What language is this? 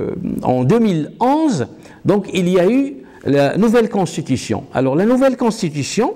French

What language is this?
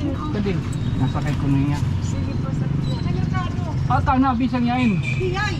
Waray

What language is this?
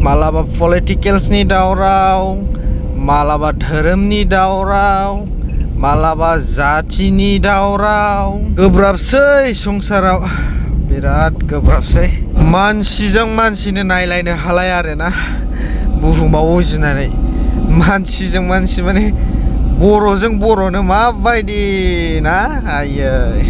Bodo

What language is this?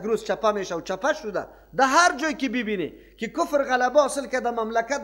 Persian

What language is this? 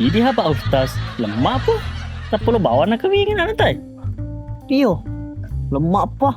Buginese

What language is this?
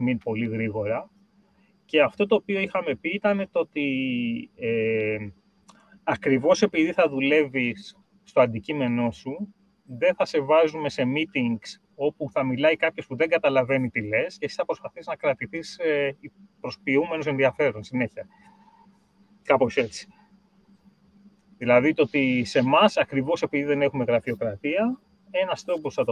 Greek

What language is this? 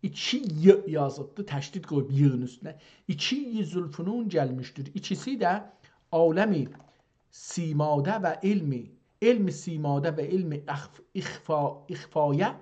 South Azerbaijani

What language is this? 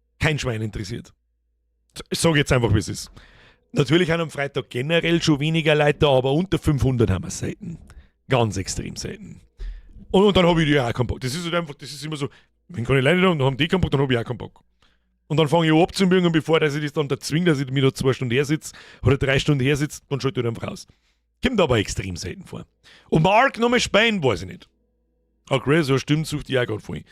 Bavarian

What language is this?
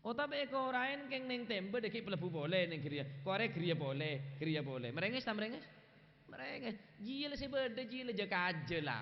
Madurese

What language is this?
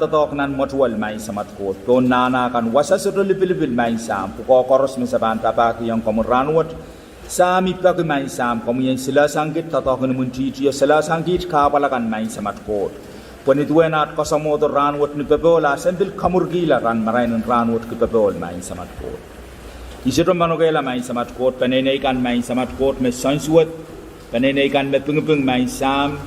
Pohnpeian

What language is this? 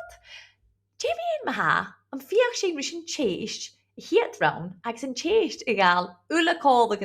Scottish Gaelic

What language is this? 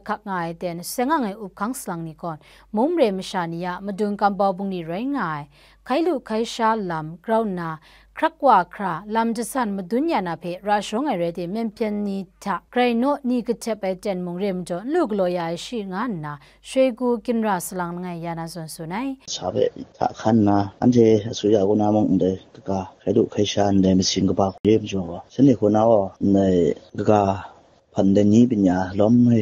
Kachin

